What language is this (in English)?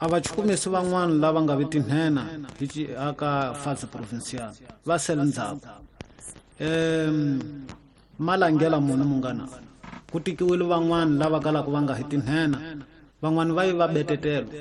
Tsonga